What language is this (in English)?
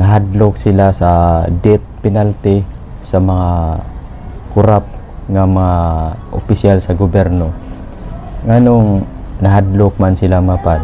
Cebuano